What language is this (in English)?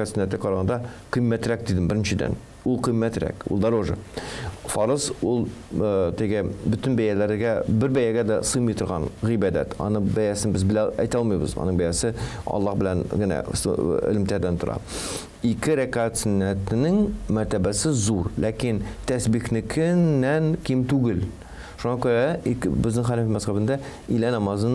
Tatar